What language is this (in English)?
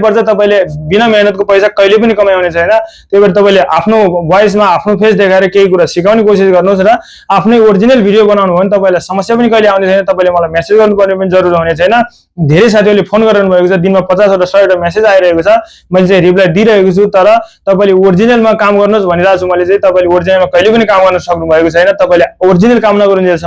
Nepali